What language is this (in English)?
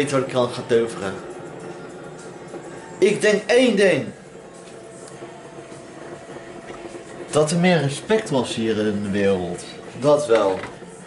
Dutch